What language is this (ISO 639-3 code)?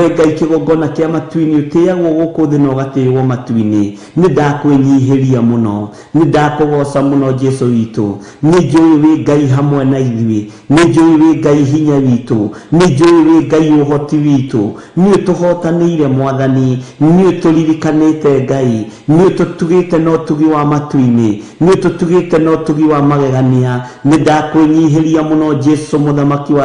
kik